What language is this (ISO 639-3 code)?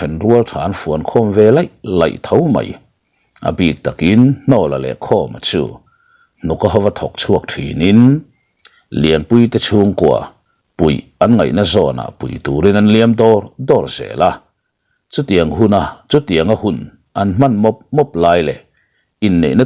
lus